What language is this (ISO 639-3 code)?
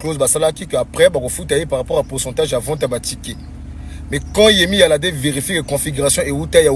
lin